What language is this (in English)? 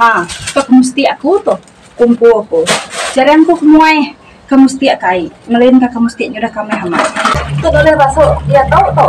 Iban